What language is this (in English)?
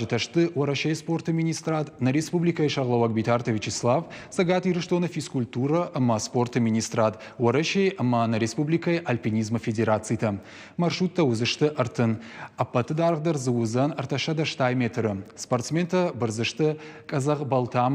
Ossetic